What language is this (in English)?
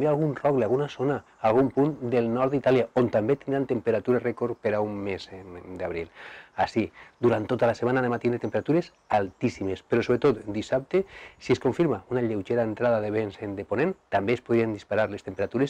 Catalan